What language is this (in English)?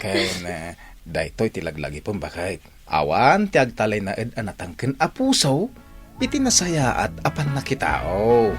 Iloko